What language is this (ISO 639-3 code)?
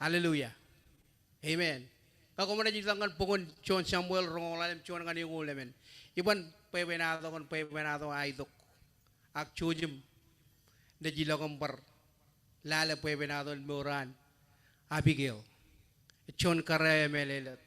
mah